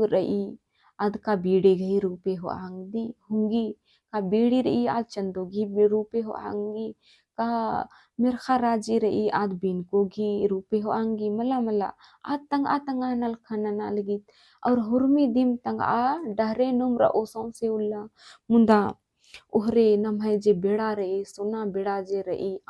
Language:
Kurukh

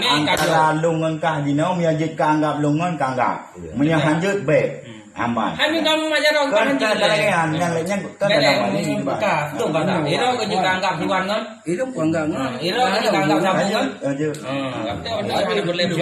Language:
Achinese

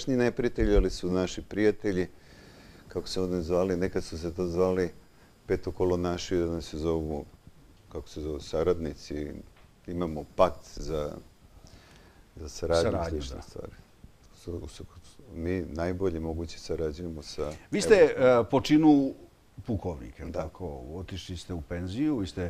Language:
Serbian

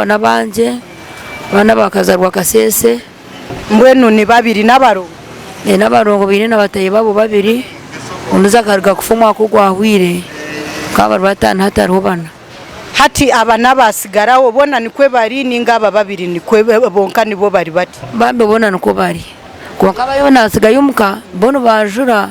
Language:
Nyankole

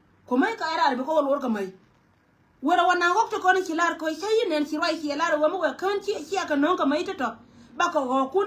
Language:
Nuer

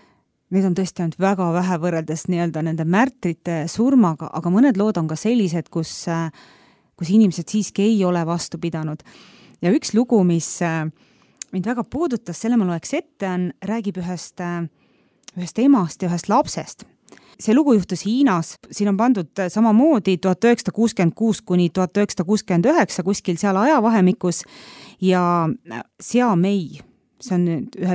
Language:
Estonian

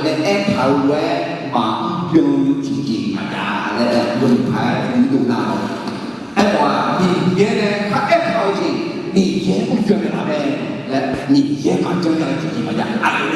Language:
Akha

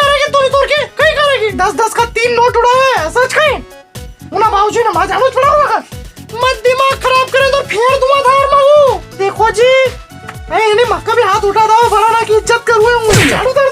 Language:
Rajasthani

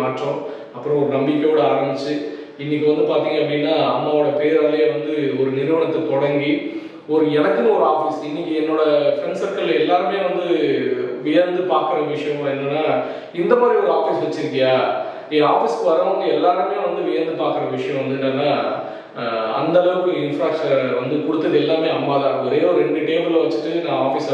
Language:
Tamil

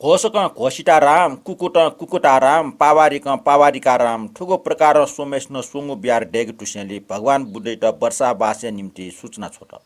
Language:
Newari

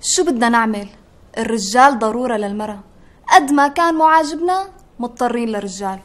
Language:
North Levantine Arabic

